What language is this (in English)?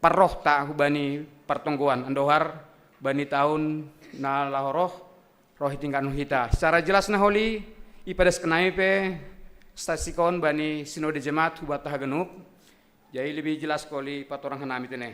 Batak Simalungun